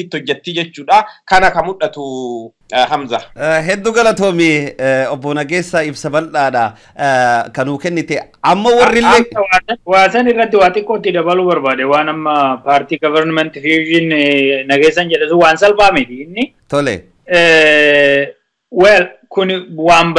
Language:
Oromo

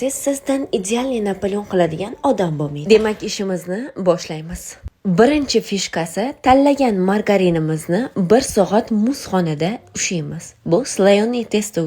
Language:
Uzbek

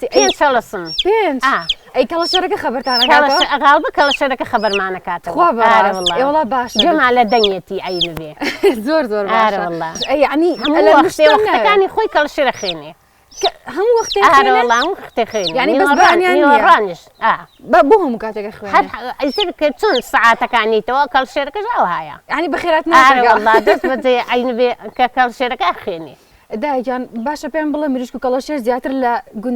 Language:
Central Kurdish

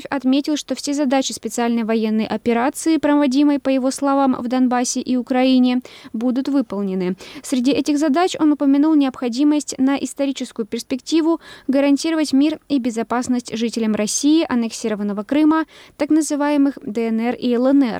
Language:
Russian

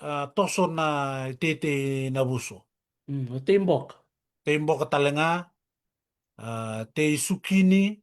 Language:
Fijian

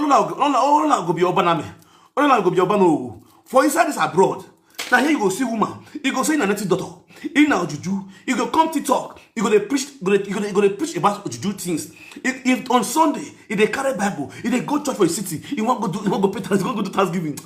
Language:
Nigerian Pidgin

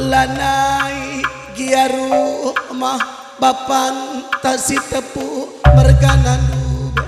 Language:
Batak Karo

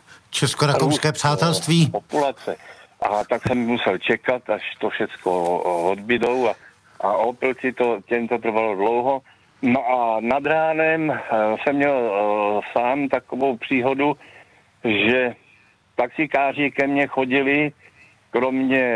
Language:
Czech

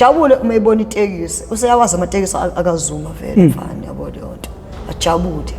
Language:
Zulu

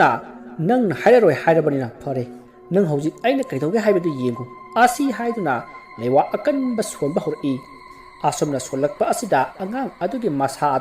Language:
Manipuri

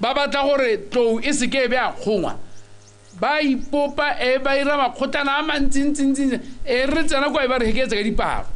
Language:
Tswana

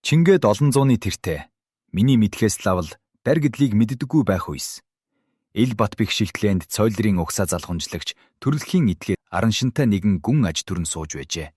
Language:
Mongolian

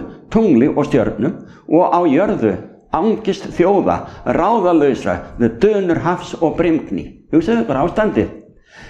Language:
Icelandic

